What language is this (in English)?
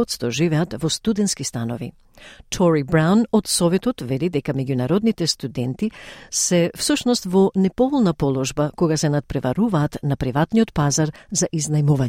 Macedonian